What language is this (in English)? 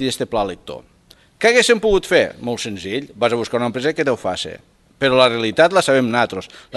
Catalan